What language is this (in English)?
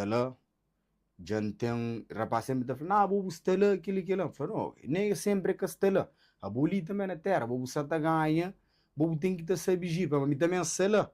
Kabuverdianu